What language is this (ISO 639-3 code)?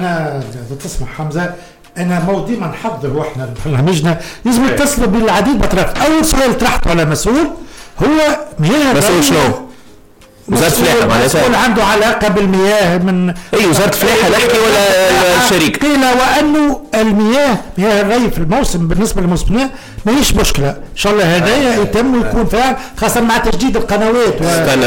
aeb